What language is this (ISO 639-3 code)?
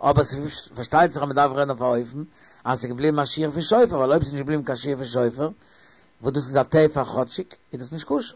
yid